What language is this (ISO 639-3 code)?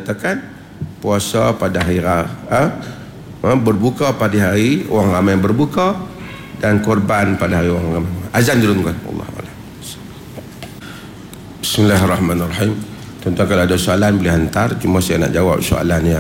msa